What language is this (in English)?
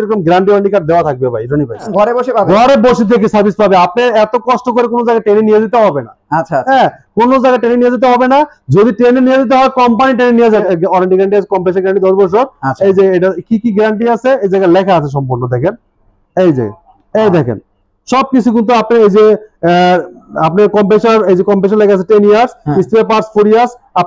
Bangla